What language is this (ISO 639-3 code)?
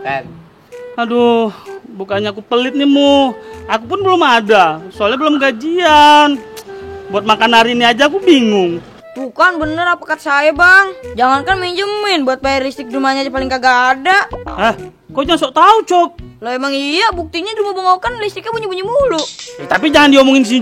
bew